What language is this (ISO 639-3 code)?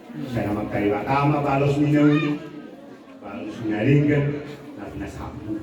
bbc